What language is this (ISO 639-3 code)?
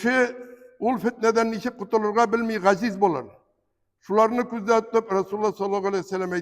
tat